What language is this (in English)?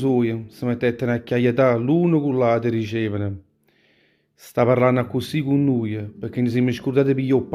Neapolitan